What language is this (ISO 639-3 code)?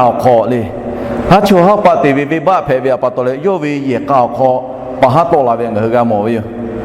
lhu